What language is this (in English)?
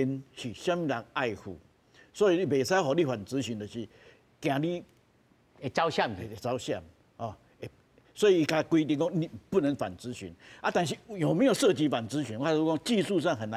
Min Nan Chinese